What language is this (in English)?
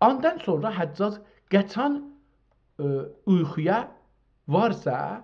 South Azerbaijani